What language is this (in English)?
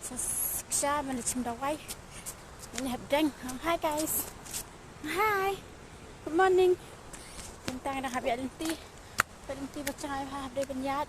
Khasi